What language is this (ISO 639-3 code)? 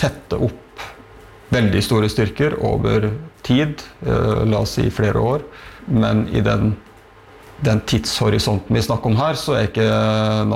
nor